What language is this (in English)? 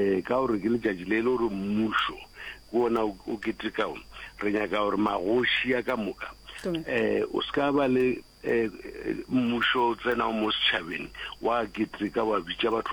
Northern Sotho